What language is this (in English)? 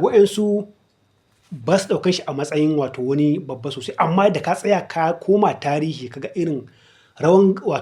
Hausa